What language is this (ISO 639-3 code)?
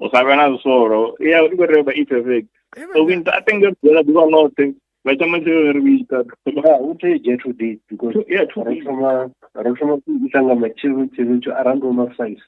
ven